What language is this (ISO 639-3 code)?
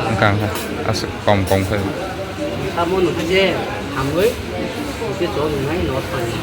trp